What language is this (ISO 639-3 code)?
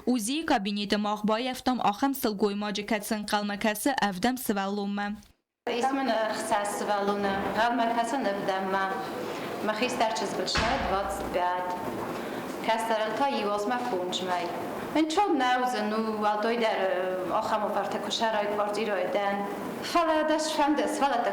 oss